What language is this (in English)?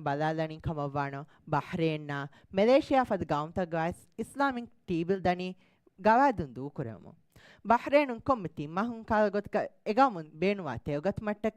Divehi